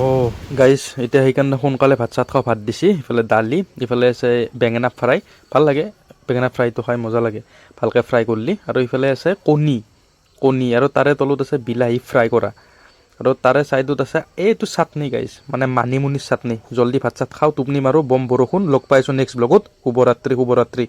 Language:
Assamese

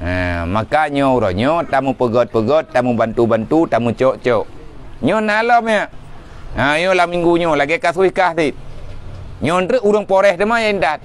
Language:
Achinese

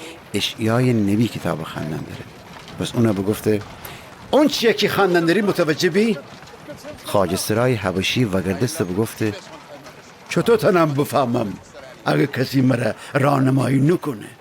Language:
Gilaki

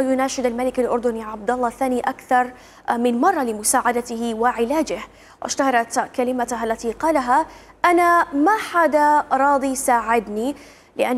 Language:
Mesopotamian Arabic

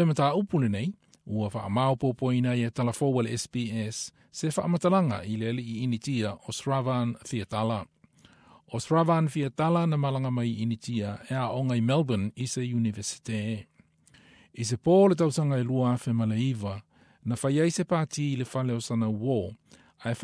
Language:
Samoan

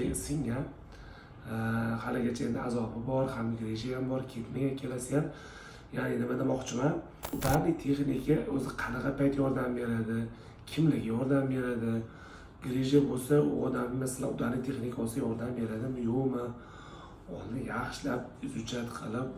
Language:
Uzbek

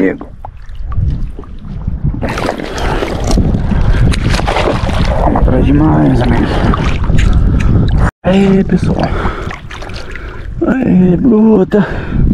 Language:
Portuguese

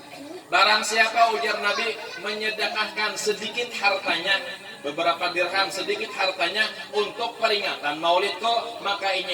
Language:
Banjar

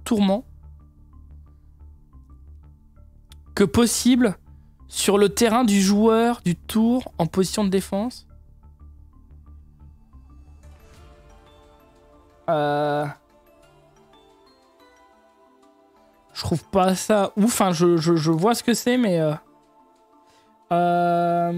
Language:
French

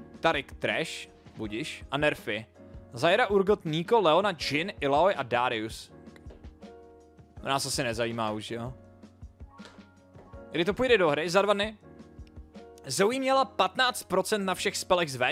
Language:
Czech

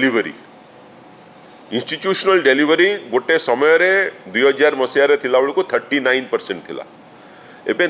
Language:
Odia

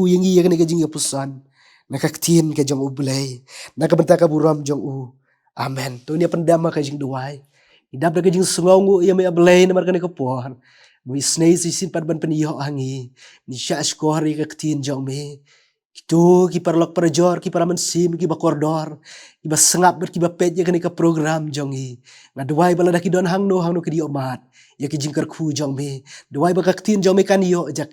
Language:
Khasi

